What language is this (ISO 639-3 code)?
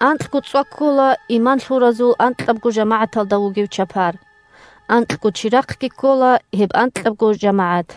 ava